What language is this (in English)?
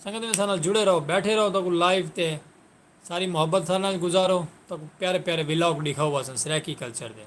Saraiki